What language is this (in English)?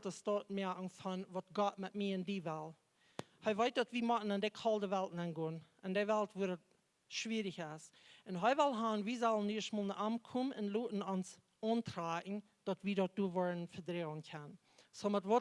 Plautdietsch